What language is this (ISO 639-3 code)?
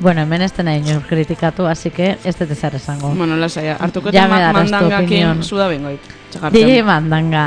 eus